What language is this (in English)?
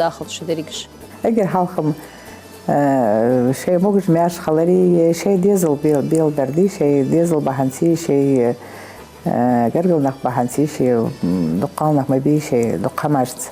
Ingush